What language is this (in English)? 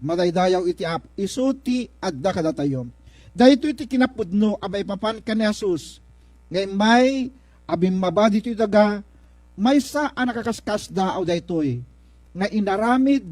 Iloko